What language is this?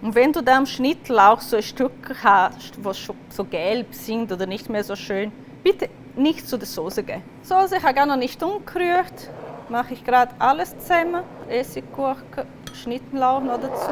Swiss German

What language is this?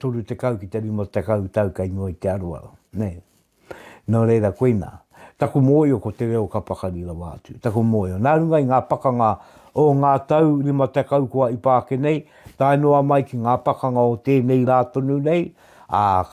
Māori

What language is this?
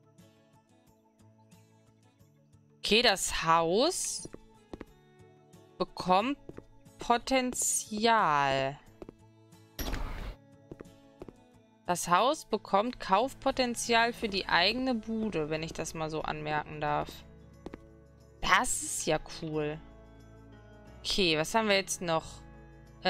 German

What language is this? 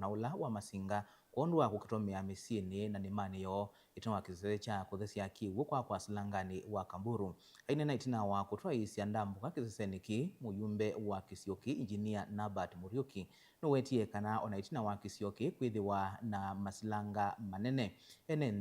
Kamba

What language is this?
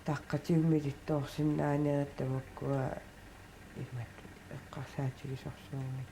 Kalaallisut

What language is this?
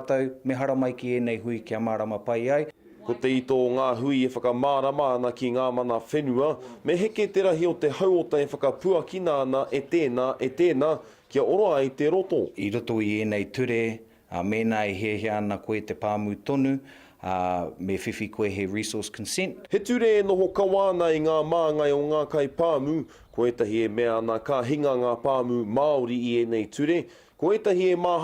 Māori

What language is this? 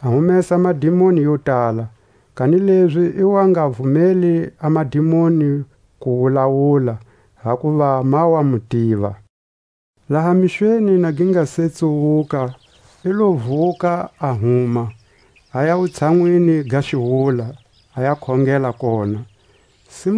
Tswa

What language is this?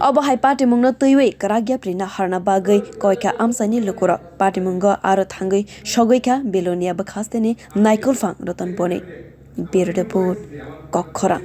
Kok Borok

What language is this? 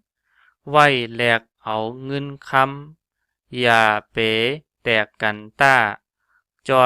Shan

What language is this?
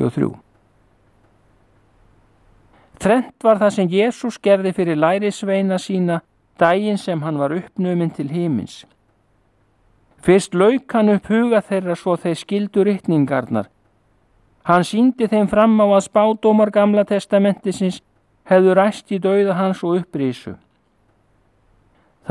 Icelandic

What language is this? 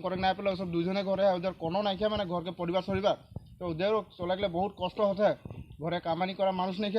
Assamese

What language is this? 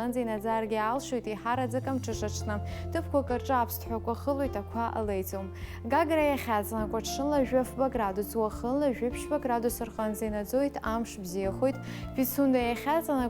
Abkhazian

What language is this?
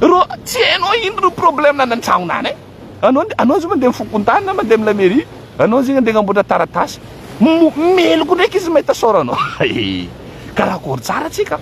Malagasy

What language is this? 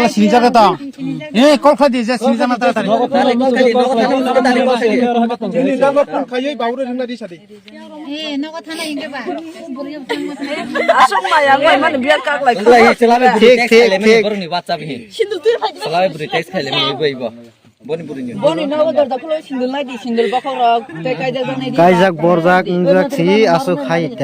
Kok Borok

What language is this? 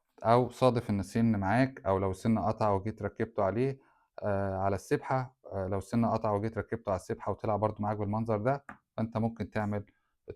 Egyptian Arabic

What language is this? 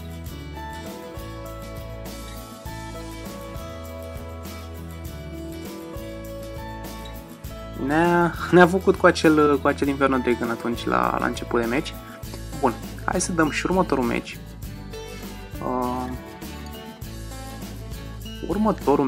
Romanian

